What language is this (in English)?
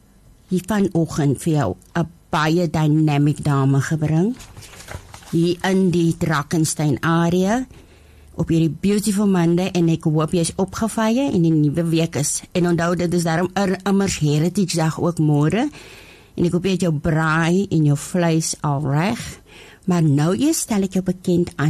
Afrikaans